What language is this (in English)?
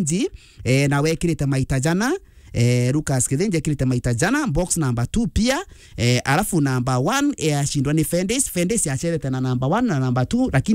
Meru